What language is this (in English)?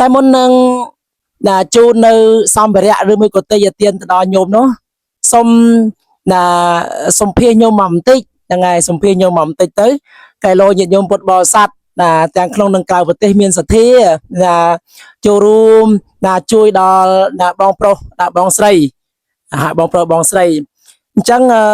Khmer